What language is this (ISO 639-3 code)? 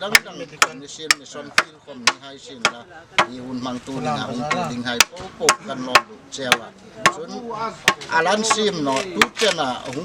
hmr